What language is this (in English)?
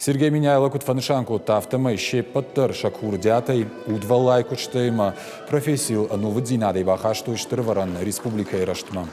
Ossetic